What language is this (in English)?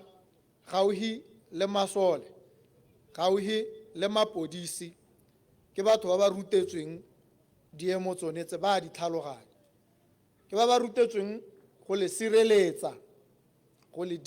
Tswana